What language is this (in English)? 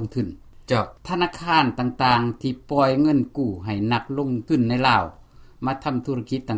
Lao